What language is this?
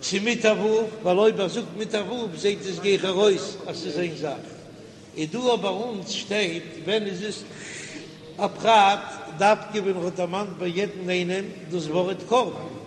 Yiddish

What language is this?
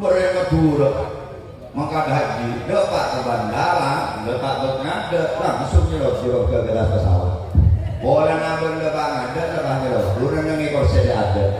Madurese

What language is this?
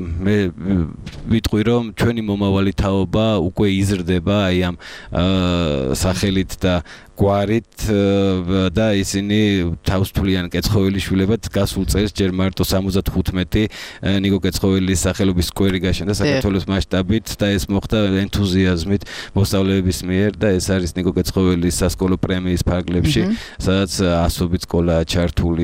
Georgian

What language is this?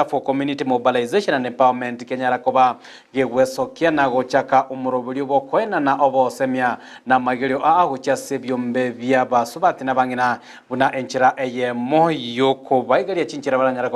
Gusii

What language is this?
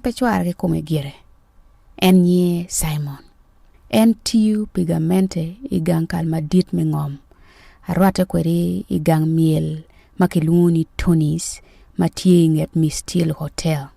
Acoli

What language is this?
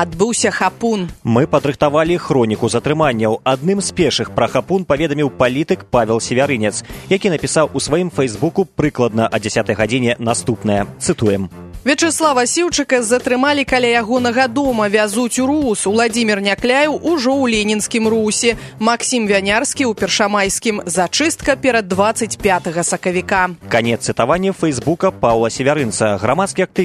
Belarusian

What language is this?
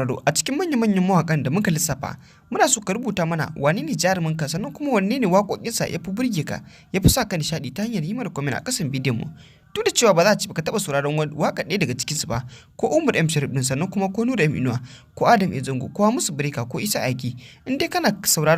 Hausa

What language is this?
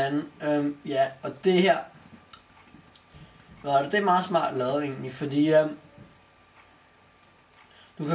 Danish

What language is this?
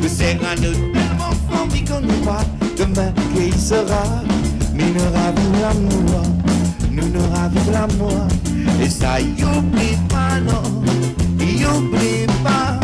Réunion Creole French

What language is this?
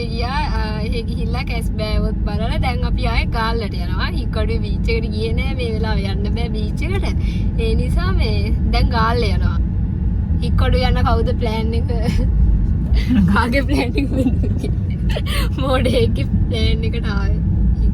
Sinhala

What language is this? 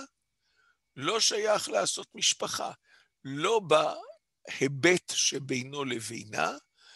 Hebrew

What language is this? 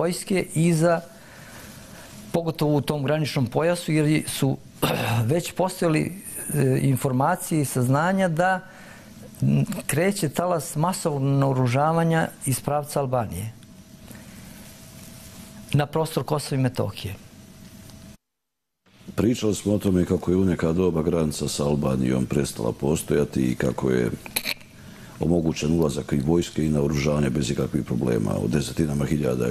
Serbian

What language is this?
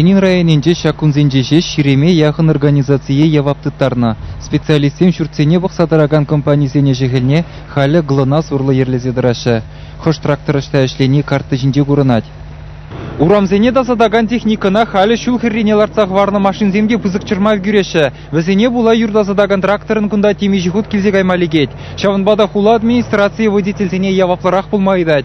Chuvash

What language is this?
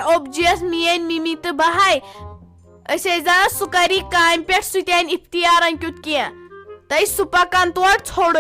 Kashmiri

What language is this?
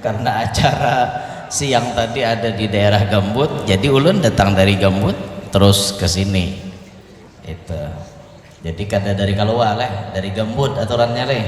Banjar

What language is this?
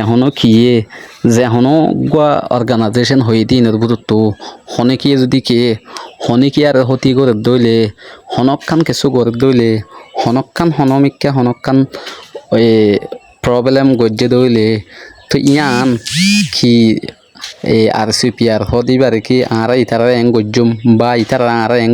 Rohingya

